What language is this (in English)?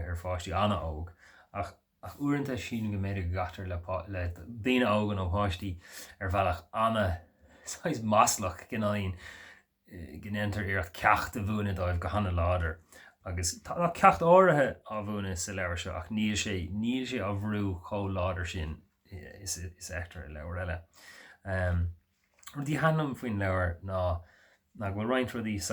Irish